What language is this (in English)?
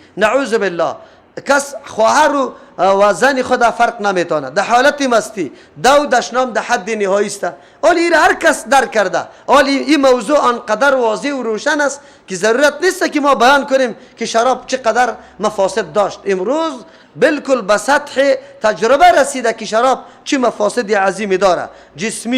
Persian